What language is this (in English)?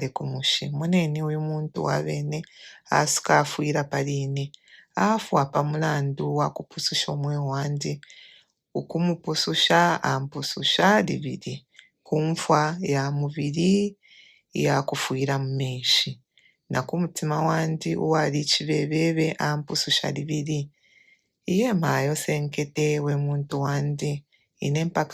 Bemba